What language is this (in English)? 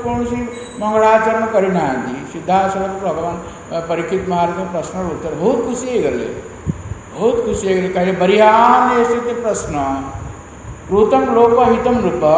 Odia